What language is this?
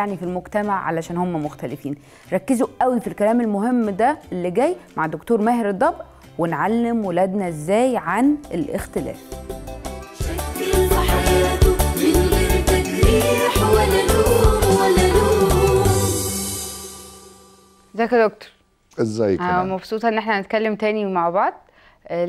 Egyptian Arabic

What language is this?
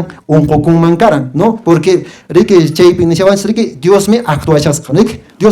Quechua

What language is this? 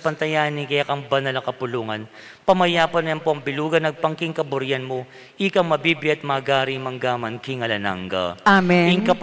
Pampanga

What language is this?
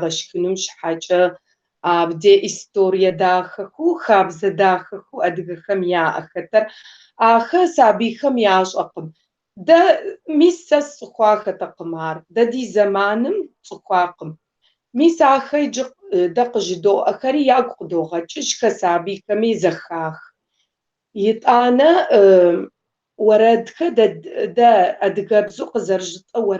Kabardian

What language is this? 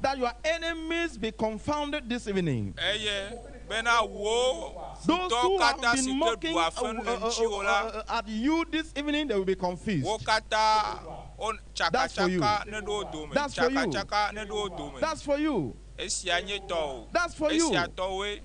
Ewe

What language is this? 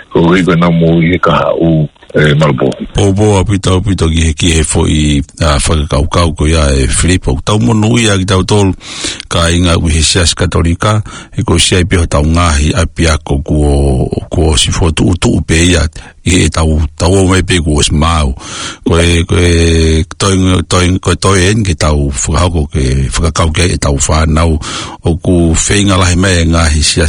Tongan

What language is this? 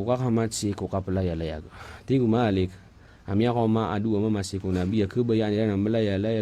Maranao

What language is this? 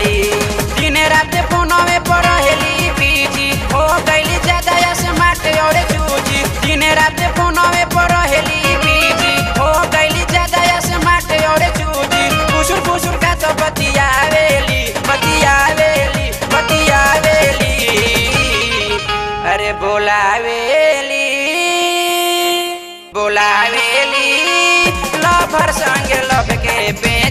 Bhojpuri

